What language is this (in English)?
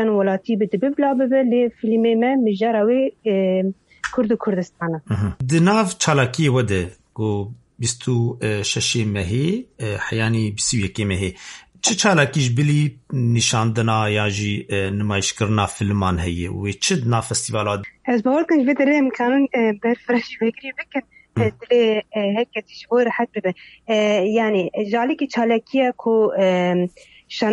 Kurdish